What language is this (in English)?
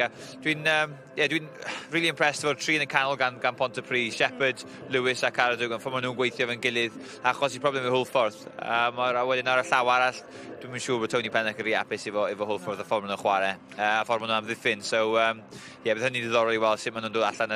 Welsh